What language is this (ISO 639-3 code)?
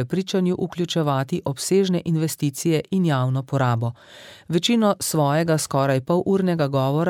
slv